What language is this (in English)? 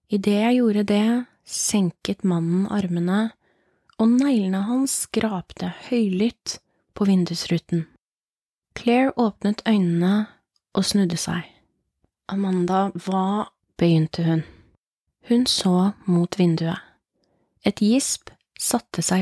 Norwegian